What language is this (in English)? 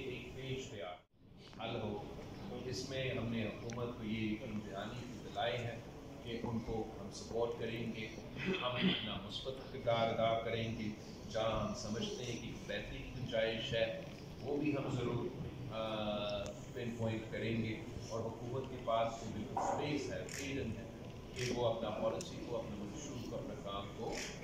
Urdu